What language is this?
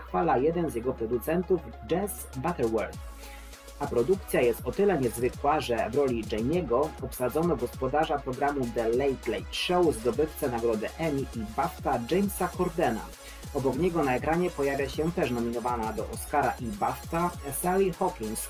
Polish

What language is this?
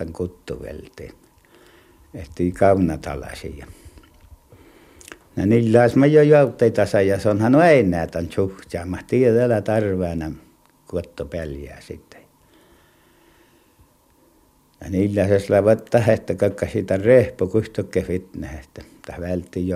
Finnish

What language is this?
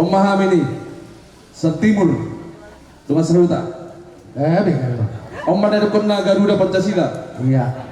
Batak Toba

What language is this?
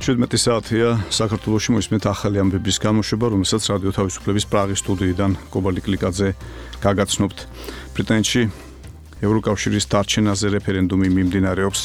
Georgian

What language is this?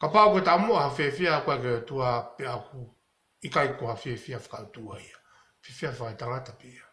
Tongan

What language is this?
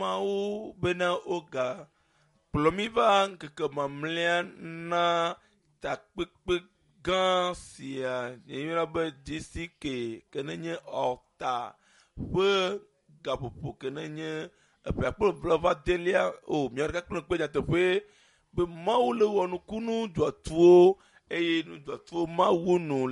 Ewe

